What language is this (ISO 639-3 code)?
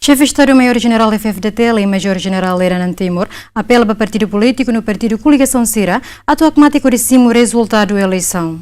tet